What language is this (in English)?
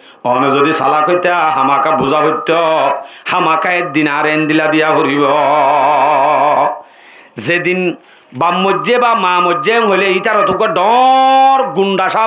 Rohingya